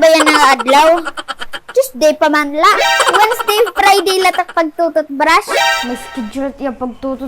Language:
Waray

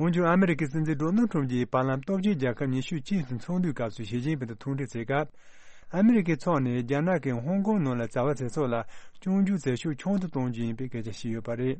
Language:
Tibetan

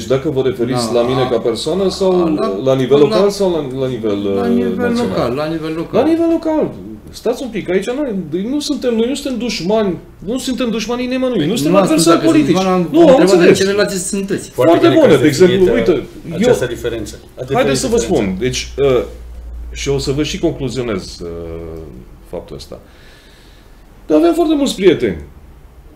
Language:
Romanian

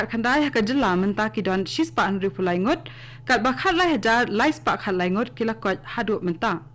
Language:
Khasi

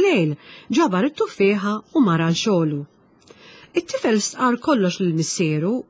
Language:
Maltese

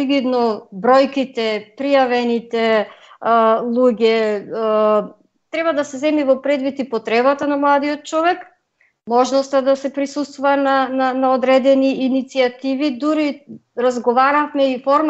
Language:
Macedonian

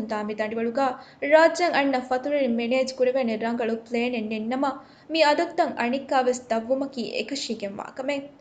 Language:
Divehi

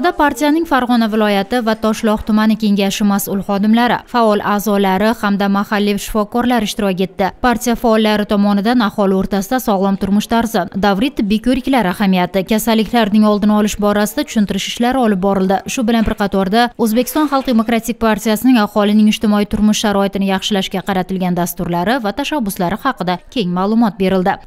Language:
Uzbek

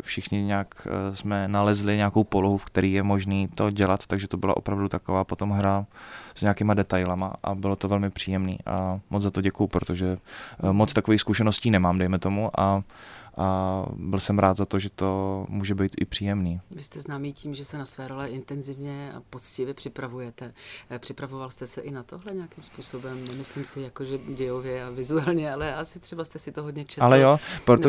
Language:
Czech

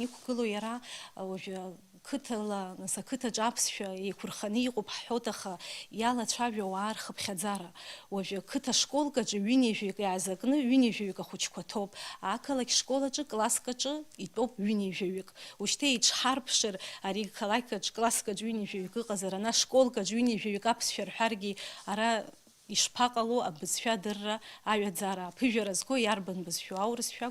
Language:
Abkhazian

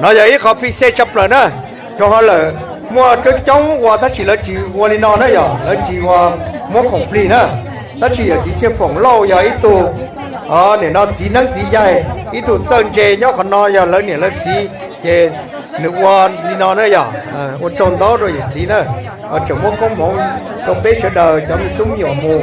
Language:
Hmong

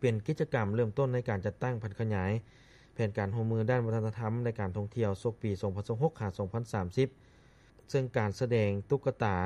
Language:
Lao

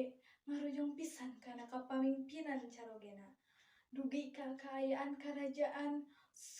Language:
Sundanese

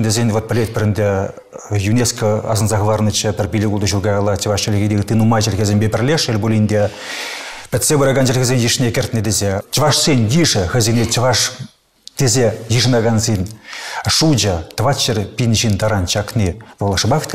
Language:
Chuvash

